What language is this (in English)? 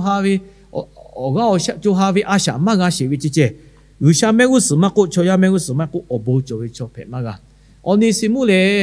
Lahu